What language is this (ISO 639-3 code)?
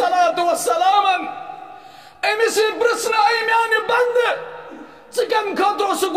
kas